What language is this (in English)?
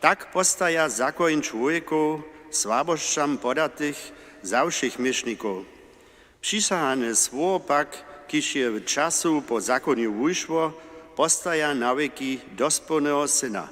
Upper Sorbian